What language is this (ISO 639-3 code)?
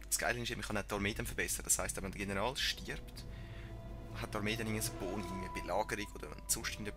gsw